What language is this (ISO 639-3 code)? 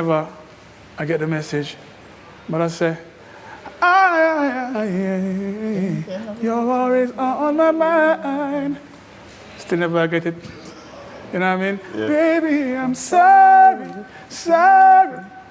jam